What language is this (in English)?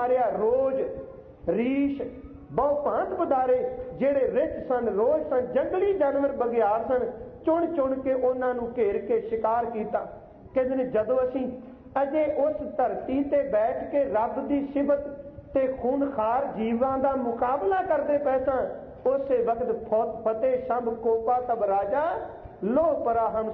Punjabi